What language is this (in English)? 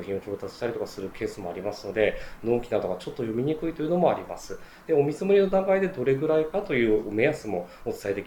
Japanese